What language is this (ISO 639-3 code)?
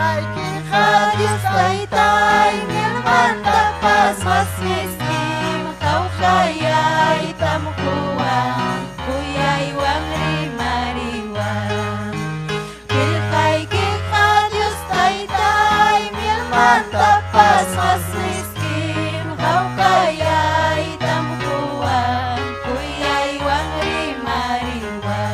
quy